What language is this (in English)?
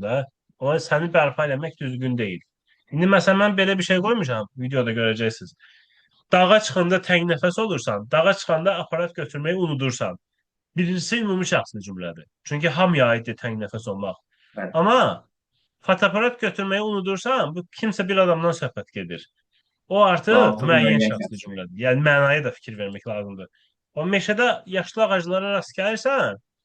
Azerbaijani